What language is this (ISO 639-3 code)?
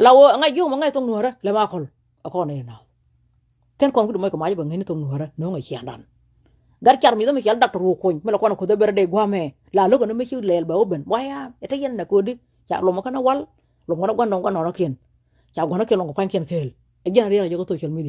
nus